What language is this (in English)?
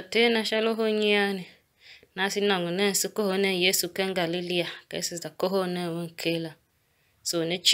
Tiv